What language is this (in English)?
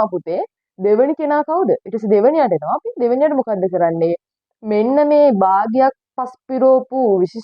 Sinhala